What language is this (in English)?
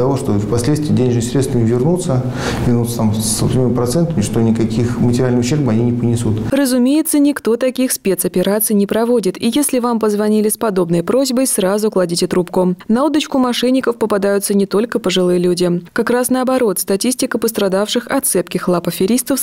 Russian